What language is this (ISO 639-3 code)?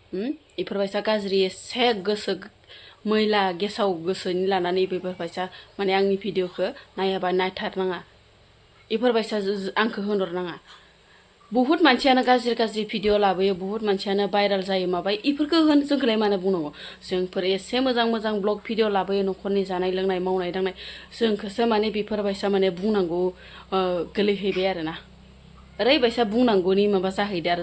brx